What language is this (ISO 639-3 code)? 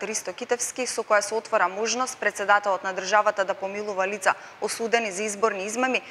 mkd